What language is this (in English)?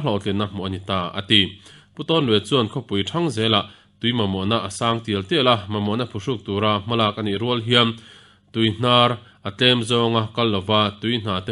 Mizo